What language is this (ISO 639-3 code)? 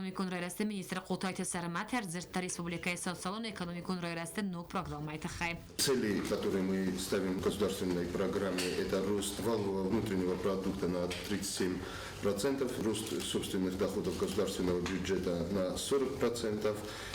oss